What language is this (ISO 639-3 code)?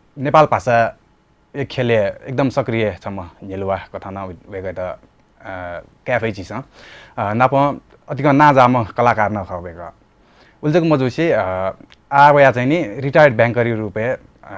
new